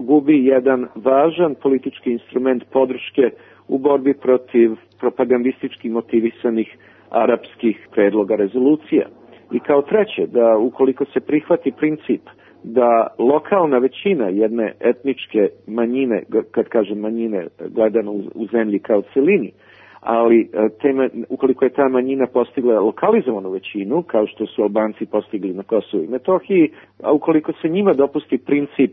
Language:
Serbian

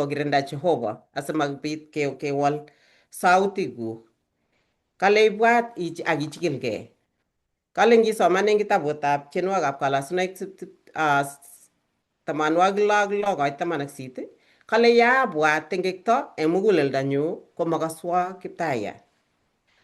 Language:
Kalenjin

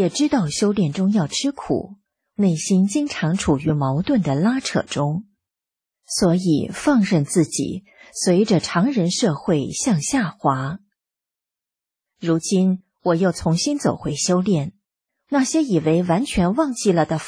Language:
Chinese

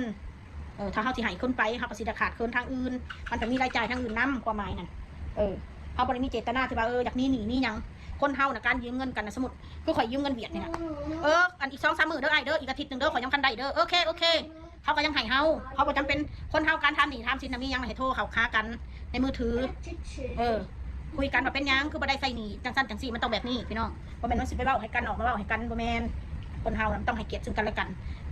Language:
Northeastern Thai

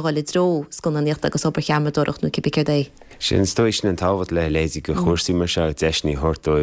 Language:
Irish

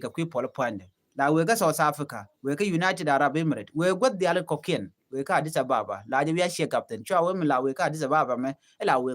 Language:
Nuer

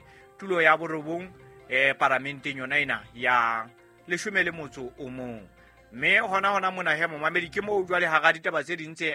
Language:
Southern Sotho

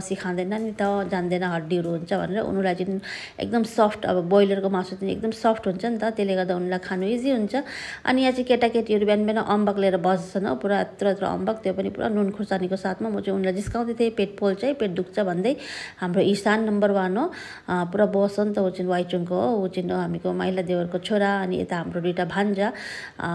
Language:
Nepali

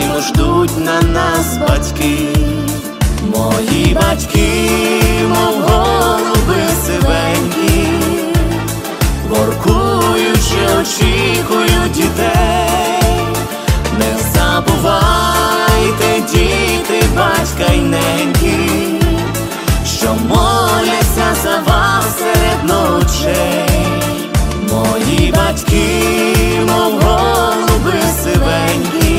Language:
Ukrainian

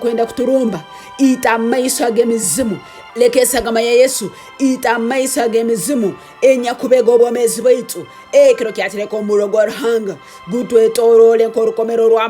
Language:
Tooro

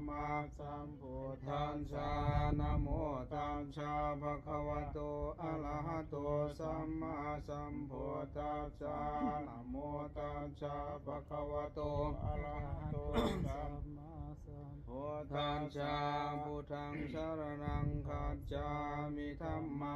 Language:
Pali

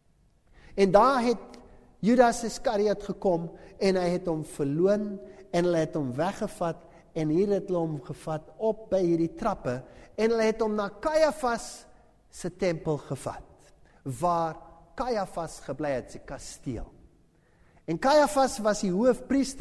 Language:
Afrikaans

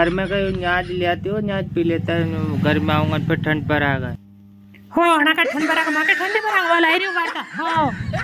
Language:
Rajasthani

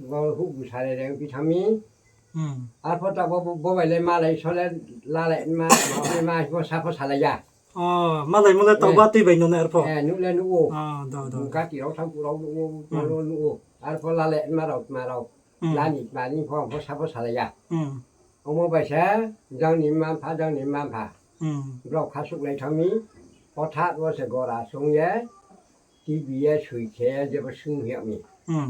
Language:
Riang (India)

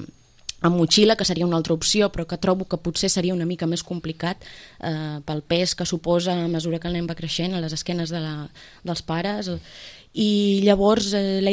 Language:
Catalan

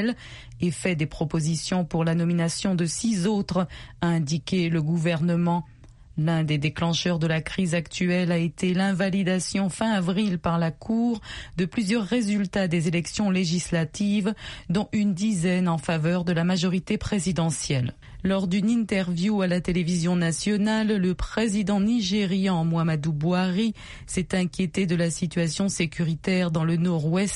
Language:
French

